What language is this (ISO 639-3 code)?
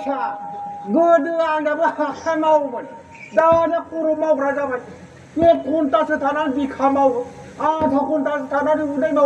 brx